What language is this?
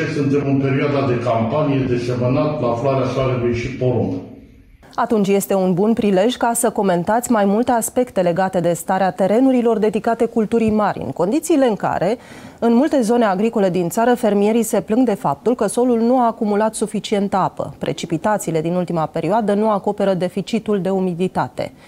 Romanian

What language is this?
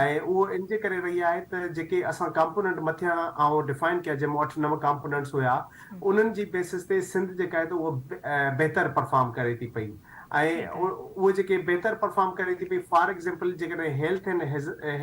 Sindhi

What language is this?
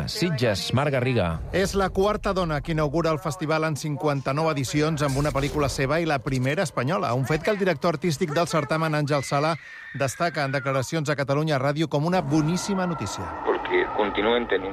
Catalan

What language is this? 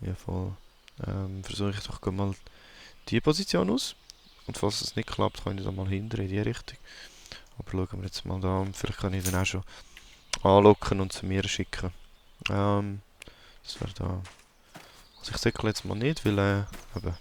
Swiss German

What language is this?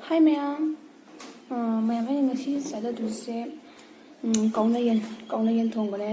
Manipuri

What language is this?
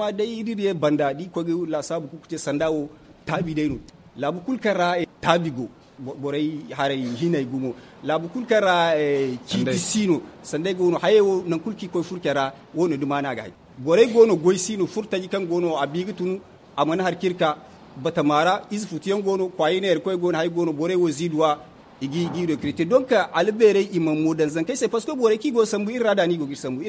Zarma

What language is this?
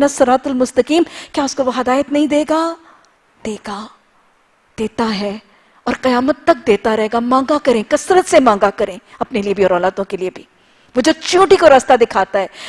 Urdu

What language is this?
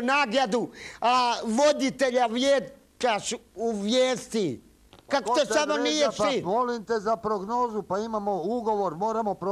Croatian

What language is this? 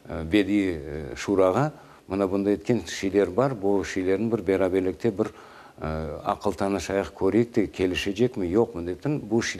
Crimean Tatar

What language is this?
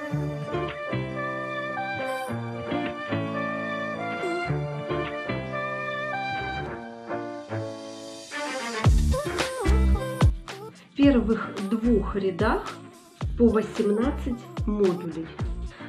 Russian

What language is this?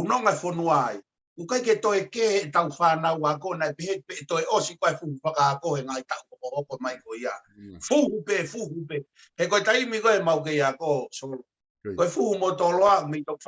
Tongan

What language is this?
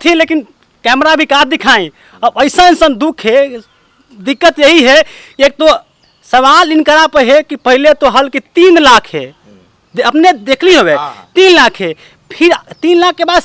Magahi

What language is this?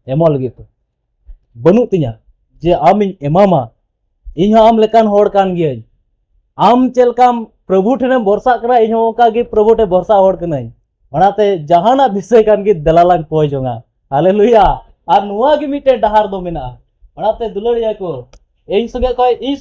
Santali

